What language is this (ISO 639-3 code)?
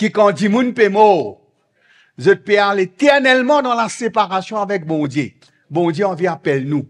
mfe